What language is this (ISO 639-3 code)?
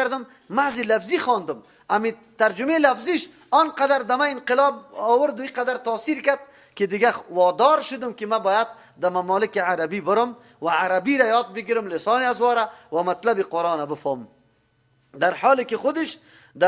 fas